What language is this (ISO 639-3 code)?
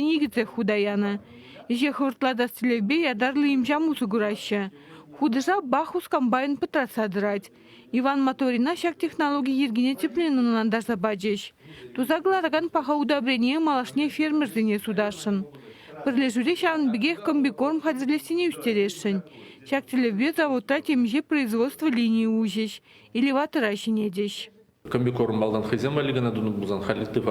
chv